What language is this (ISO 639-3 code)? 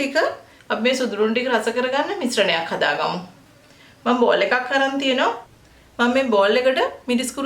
sin